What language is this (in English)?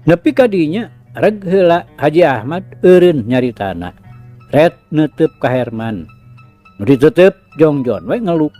Sundanese